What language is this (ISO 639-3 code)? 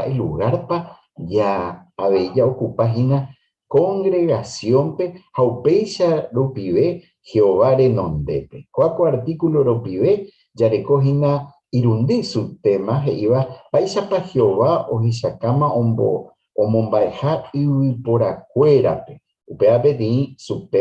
grn